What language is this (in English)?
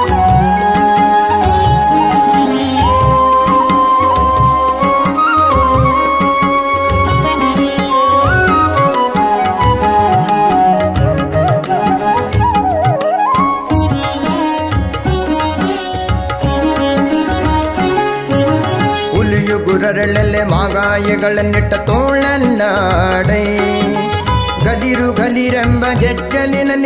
Kannada